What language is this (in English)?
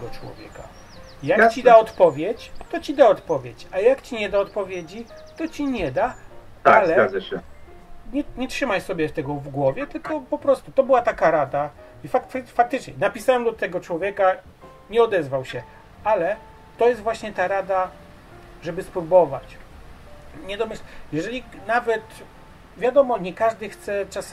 Polish